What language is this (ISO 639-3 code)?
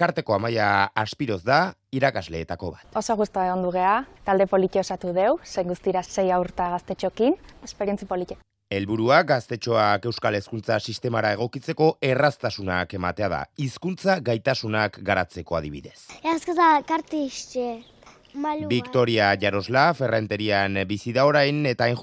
eus